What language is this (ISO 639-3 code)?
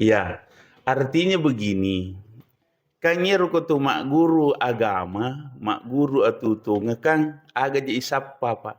bug